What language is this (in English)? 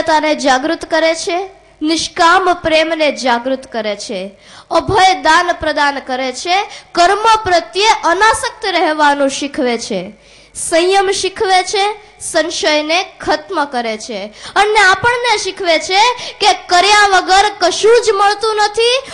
Gujarati